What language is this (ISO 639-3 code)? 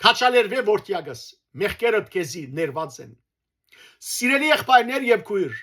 hyw